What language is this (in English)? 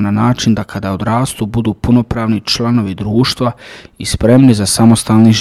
Bosnian